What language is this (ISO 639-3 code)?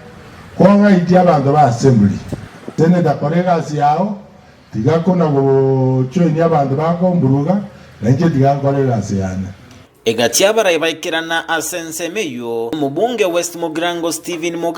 guz